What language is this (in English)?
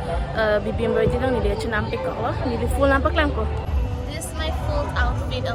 Karbi